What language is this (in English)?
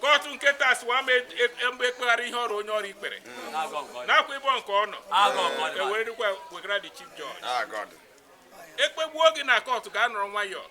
Igbo